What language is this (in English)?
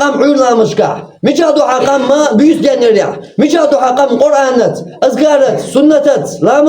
Chechen